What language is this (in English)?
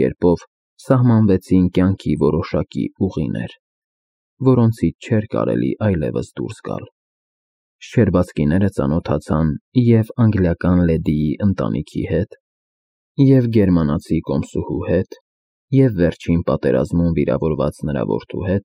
Armenian